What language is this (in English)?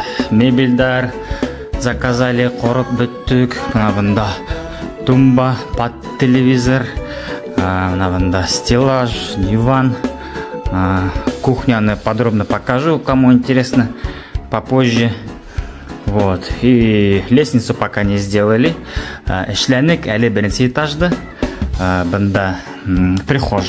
Bashkir